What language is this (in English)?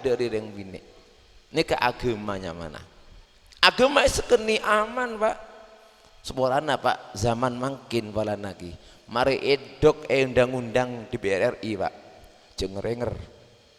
Madurese